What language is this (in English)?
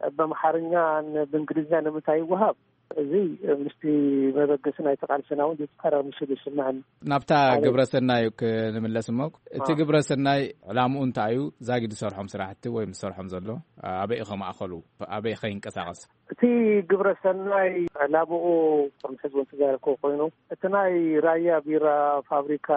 Tigrinya